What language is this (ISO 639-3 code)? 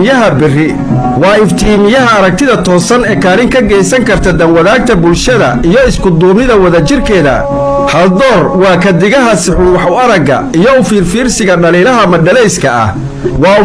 som